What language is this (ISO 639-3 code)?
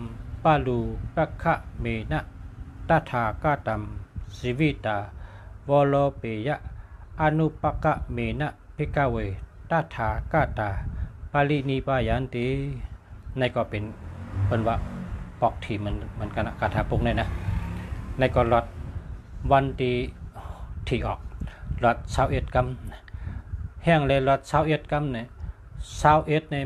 shn